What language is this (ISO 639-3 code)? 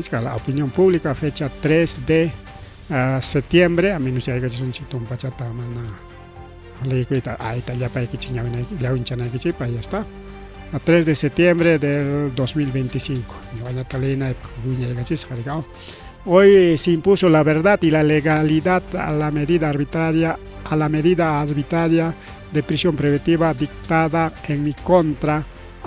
quy